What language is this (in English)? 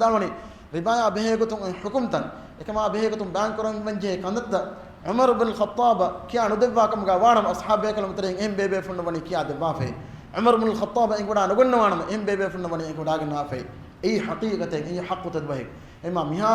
Divehi